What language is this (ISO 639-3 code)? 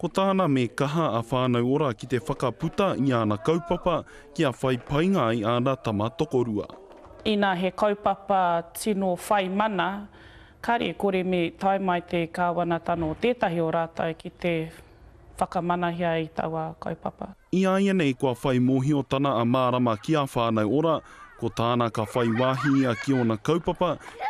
mri